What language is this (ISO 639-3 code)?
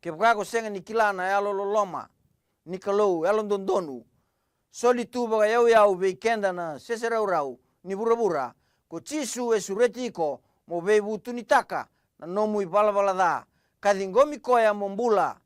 fij